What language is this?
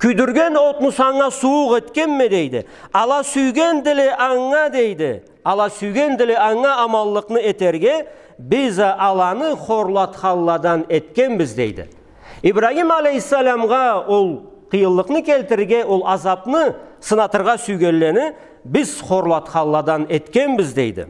Karachay-Balkar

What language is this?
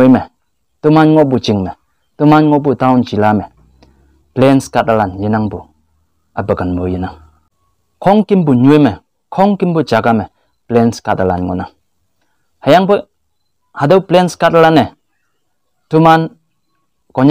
Konyak Naga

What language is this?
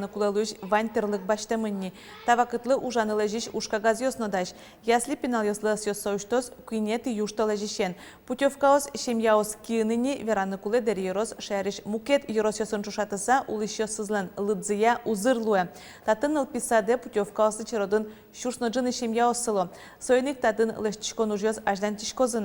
Udmurt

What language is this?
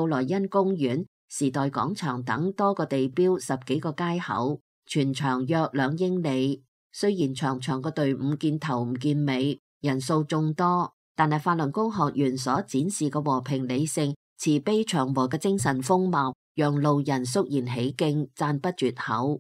Cantonese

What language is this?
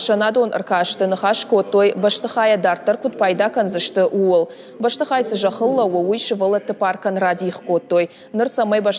Ossetic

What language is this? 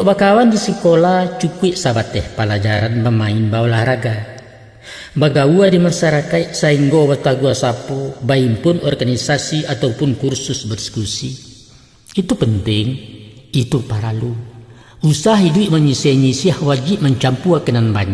Minangkabau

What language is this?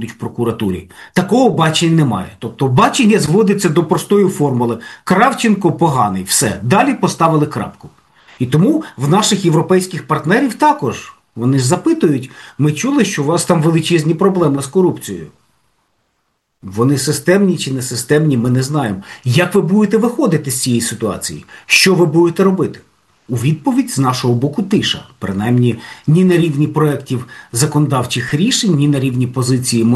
Ukrainian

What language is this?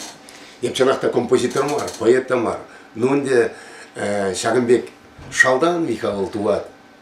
Chuvash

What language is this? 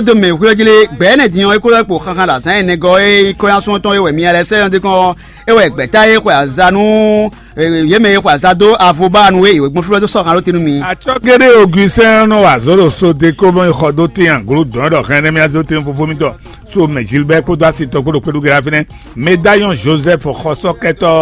Fon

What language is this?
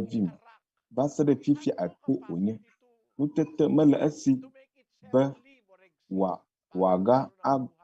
Ewe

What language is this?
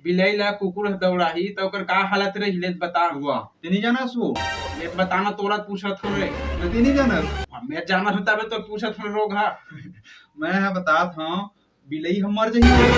Chhattisgarhi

